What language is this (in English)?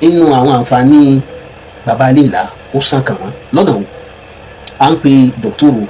Yoruba